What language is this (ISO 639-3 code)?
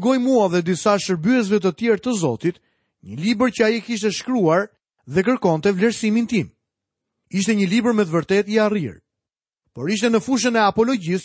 sqi